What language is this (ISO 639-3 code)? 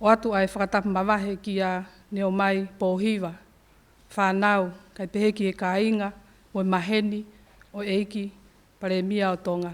ton